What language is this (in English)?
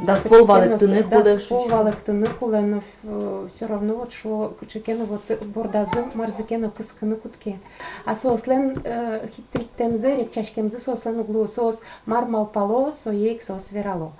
Udmurt